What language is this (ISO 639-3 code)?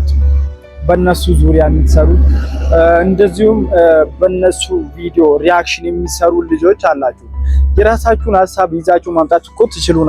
amh